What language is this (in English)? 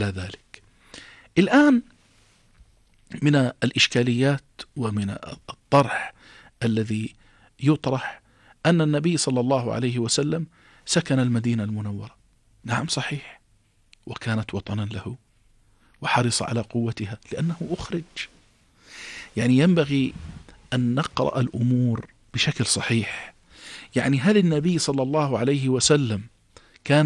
Arabic